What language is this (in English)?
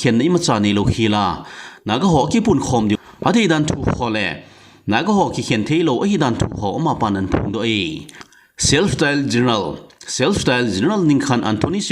Thado Chin